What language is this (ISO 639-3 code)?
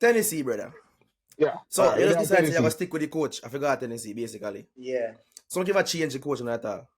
jam